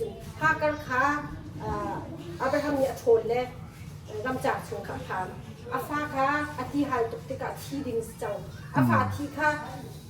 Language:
Hakha Chin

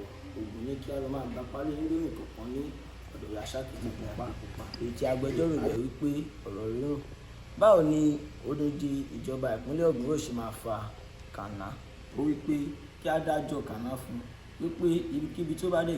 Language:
Yoruba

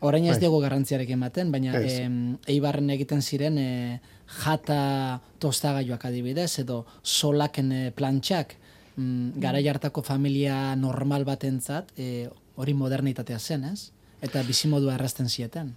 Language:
Basque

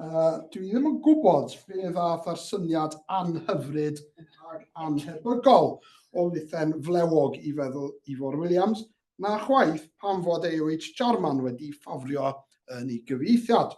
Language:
Welsh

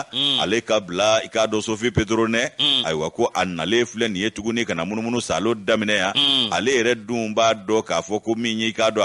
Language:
Bambara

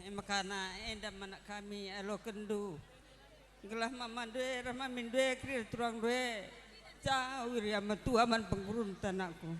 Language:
Batak Karo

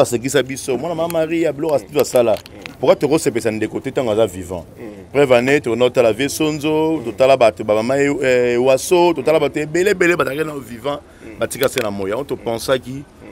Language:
Lingala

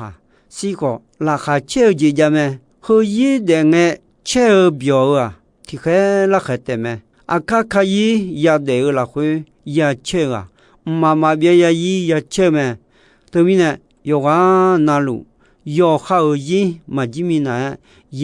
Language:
Akha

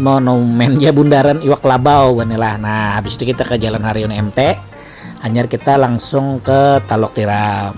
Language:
Banjar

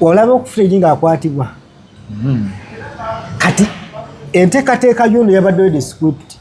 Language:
Ganda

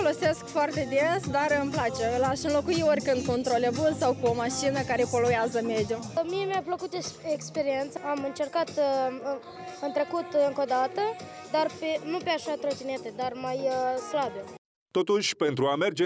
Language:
Romanian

